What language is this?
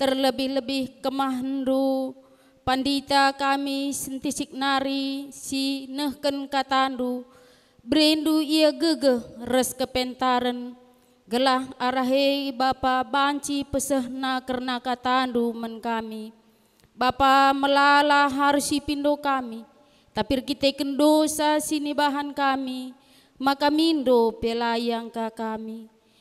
Batak Karo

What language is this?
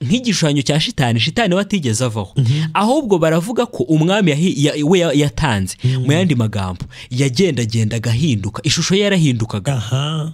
Kinyarwanda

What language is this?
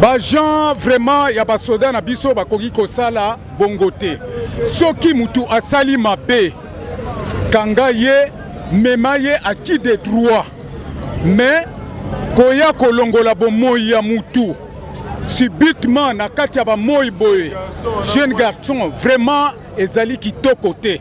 Lingala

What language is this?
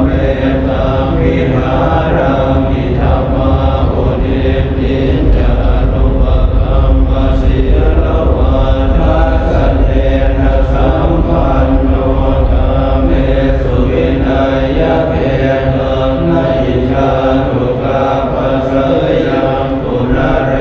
Pali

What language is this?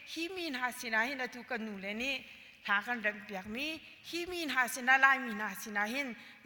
Hakha Chin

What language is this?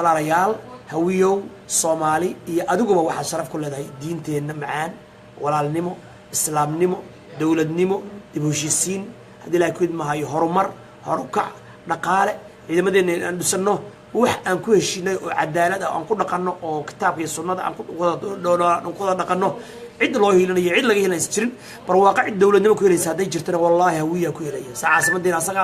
Somali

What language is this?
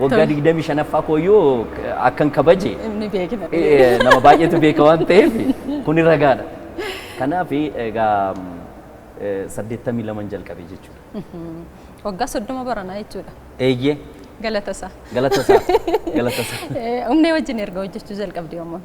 Oromo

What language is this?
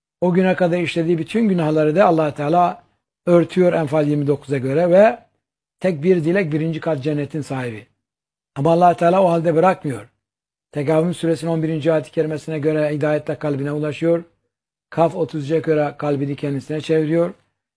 Turkish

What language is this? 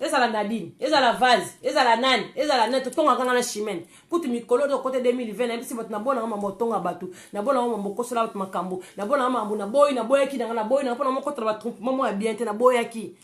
Lingala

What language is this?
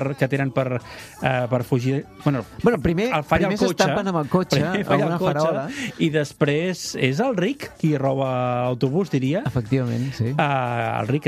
Catalan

